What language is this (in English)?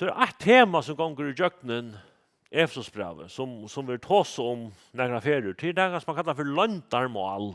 Faroese